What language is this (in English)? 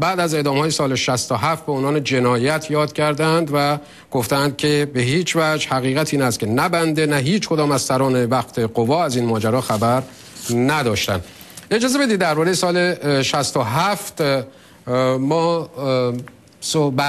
Persian